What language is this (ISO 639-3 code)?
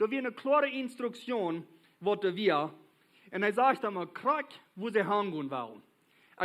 pdt